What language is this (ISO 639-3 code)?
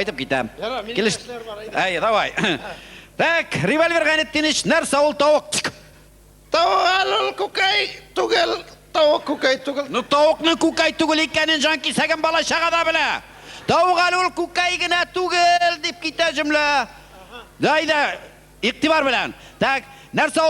tat